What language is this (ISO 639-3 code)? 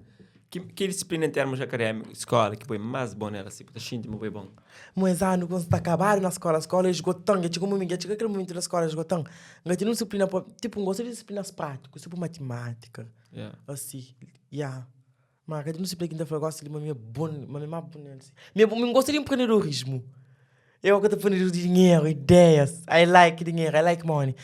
kea